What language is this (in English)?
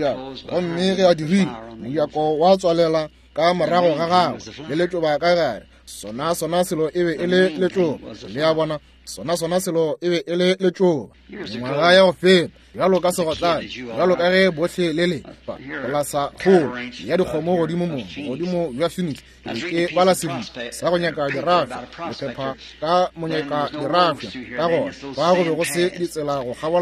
Northern Sotho